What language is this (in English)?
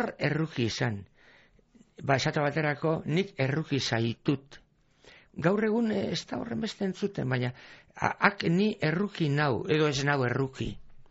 Basque